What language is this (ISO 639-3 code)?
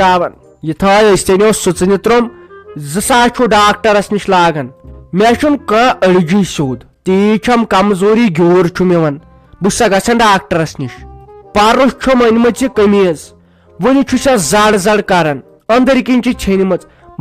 kas